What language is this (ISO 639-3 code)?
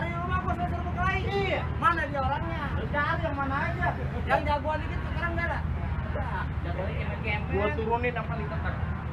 bew